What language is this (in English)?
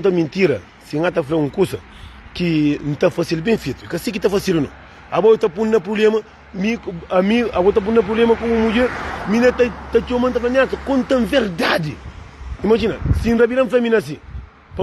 Kabuverdianu